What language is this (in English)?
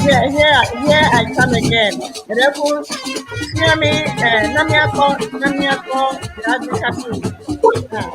Ewe